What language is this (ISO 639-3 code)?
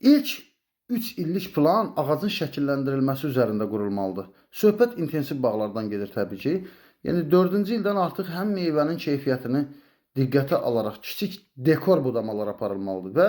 aze